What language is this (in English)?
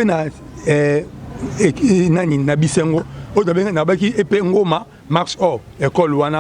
Lingala